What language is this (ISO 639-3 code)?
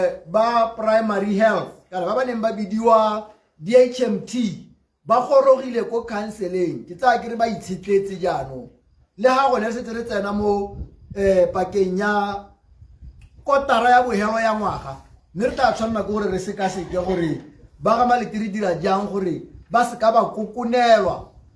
tsn